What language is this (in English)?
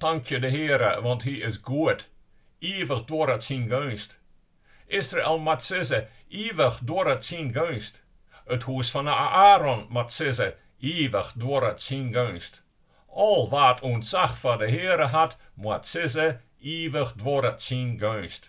Western Frisian